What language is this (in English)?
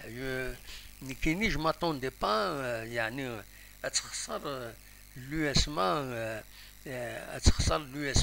Kabyle